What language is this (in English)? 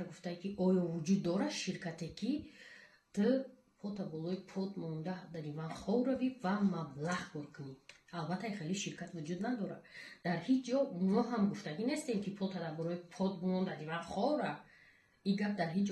Tajik